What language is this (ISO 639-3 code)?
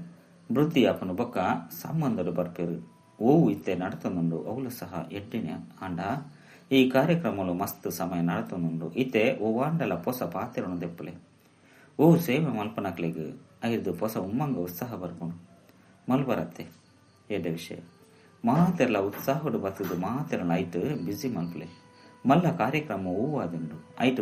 tcy